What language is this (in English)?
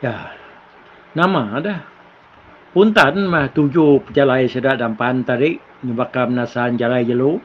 Iban